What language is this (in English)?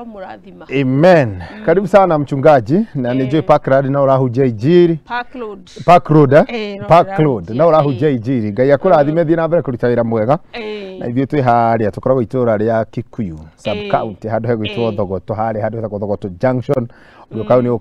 Kikuyu